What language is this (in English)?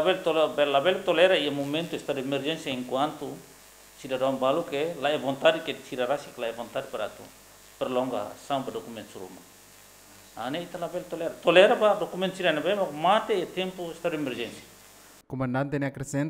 Tetum